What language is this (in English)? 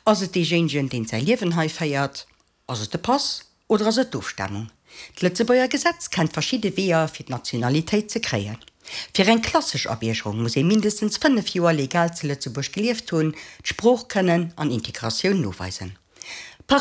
Luxembourgish